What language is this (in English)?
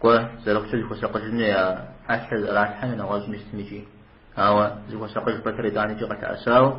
Kabardian